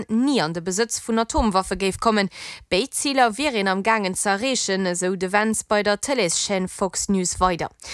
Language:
Luxembourgish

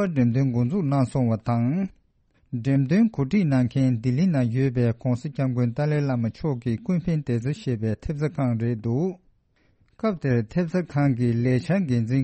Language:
Tibetan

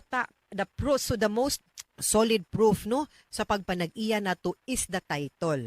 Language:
Cebuano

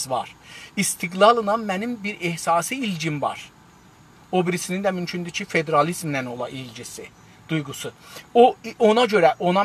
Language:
South Azerbaijani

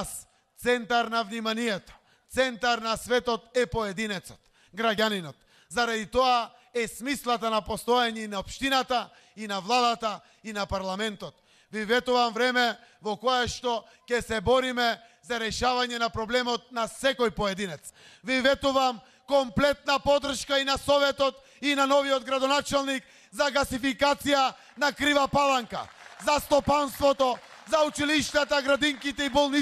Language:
Macedonian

